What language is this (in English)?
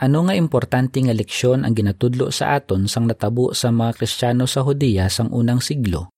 Hiligaynon